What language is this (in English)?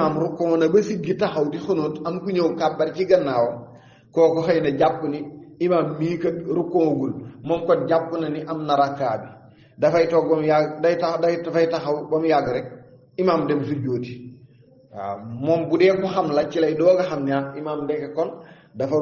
Wolof